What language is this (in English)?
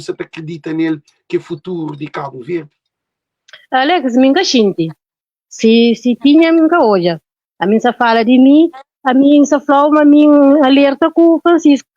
Kabuverdianu